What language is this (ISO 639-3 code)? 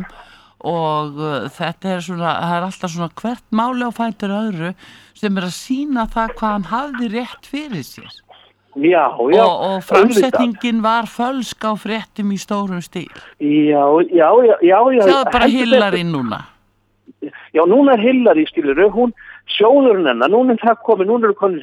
isl